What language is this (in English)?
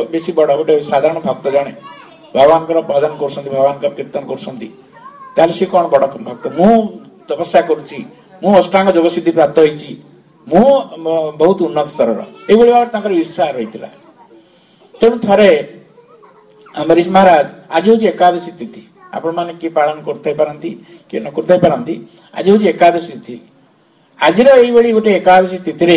Odia